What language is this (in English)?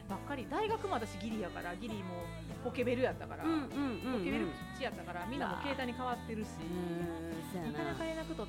Japanese